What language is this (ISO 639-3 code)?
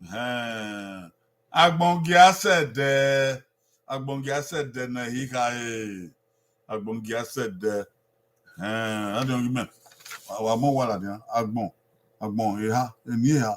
bin